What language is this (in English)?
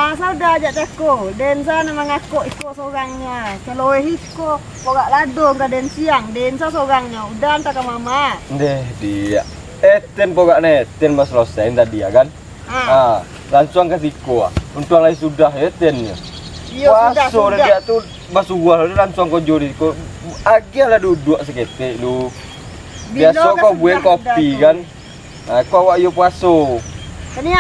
Minangkabau